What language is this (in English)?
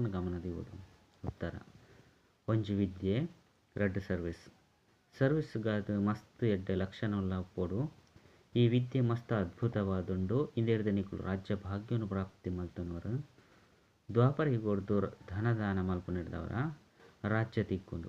Tulu